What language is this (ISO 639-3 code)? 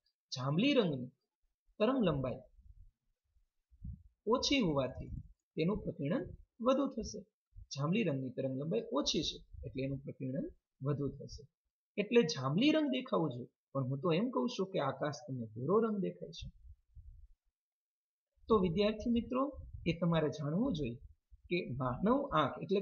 guj